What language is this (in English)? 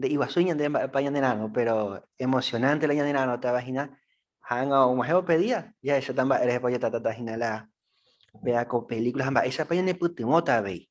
Guarani